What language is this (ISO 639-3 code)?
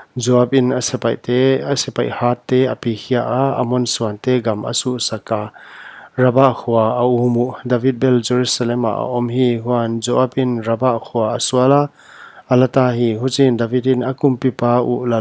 pck